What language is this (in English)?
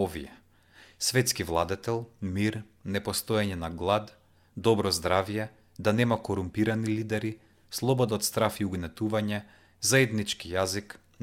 Macedonian